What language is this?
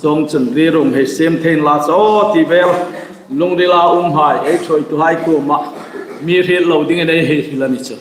Hmar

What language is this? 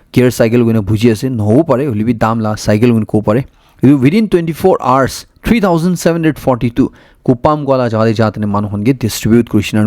Naga Pidgin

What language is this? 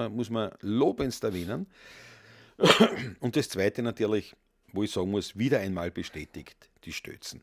Bavarian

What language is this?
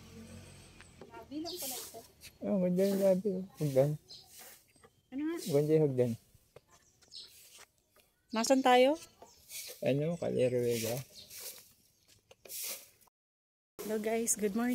Filipino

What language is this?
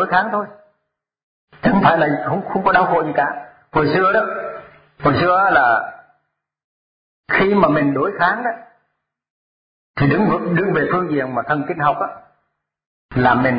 Vietnamese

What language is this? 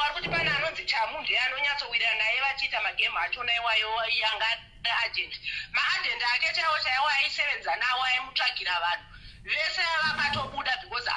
Shona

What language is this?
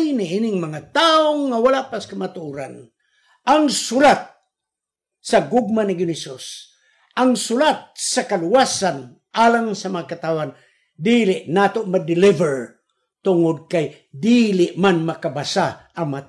Cebuano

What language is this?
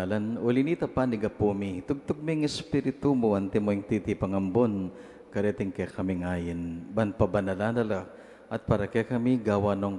Pampanga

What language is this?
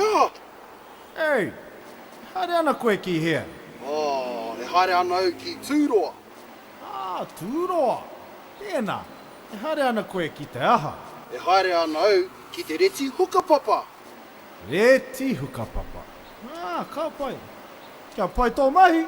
Māori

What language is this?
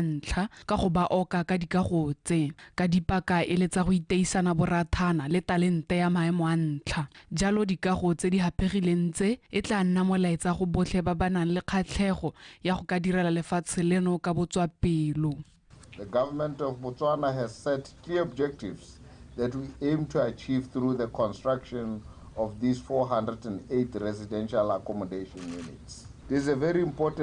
Tswana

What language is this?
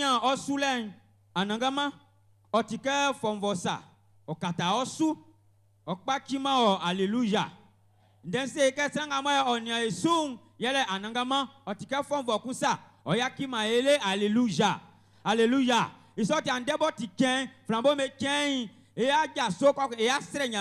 Baoulé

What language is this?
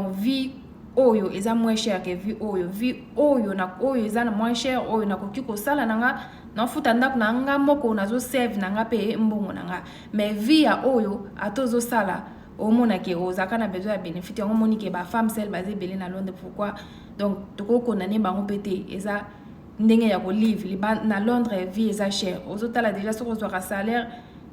Lingala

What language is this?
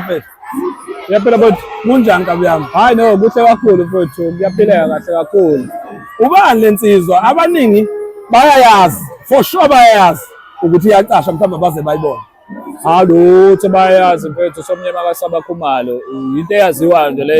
Zulu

